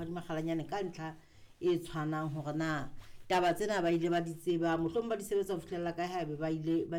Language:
Southern Sotho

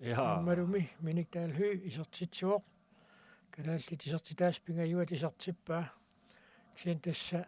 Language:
Kalaallisut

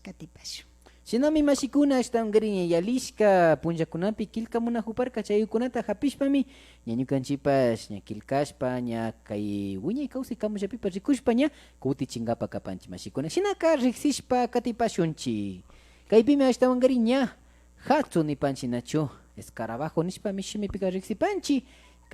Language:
Imbabura Highland Quichua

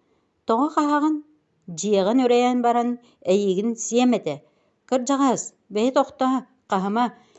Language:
Yakut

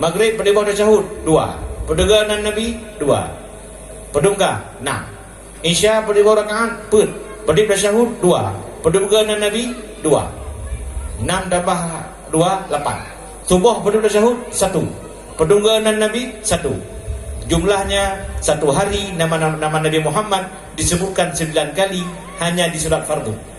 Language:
Achinese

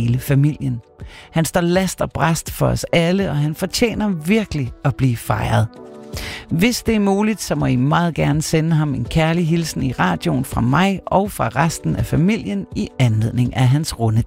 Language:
Danish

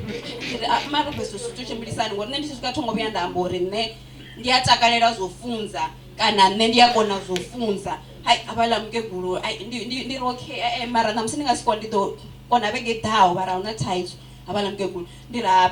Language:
Venda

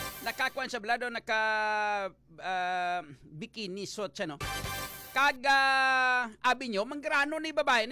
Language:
Hiligaynon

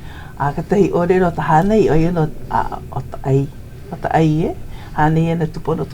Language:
Hawaiian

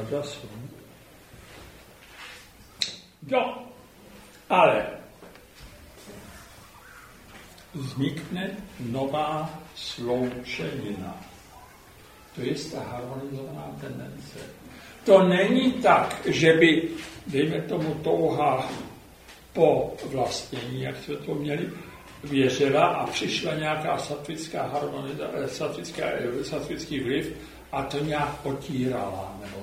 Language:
Czech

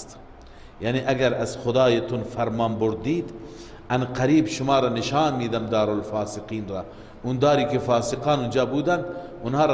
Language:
Persian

